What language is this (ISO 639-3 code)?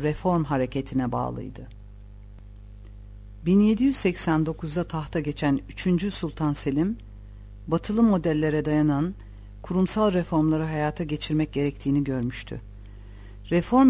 tur